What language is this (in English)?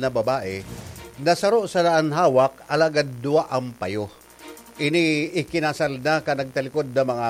Bikol